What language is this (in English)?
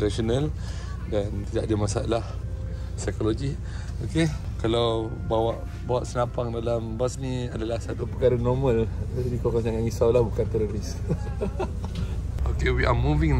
Malay